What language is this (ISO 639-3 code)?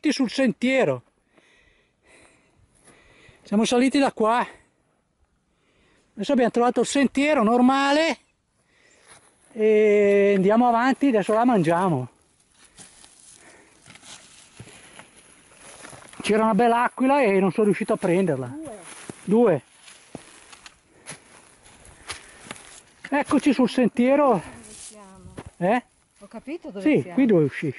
ita